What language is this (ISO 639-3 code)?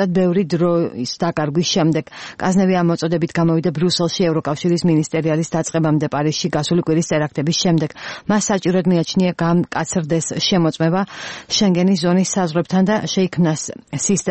kat